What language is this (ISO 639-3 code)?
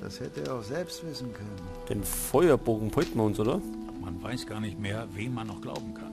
bar